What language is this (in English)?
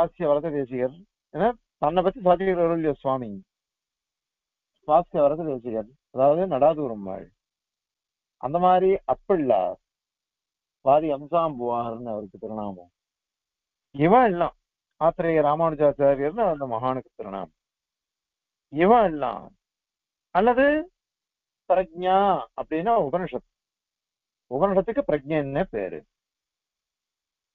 Tamil